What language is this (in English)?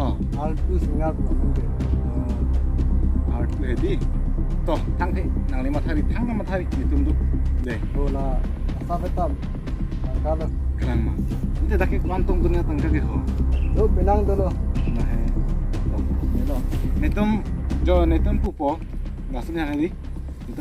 Karbi